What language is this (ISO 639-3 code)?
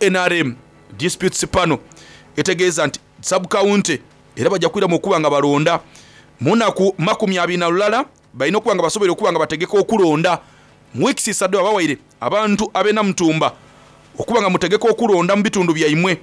xog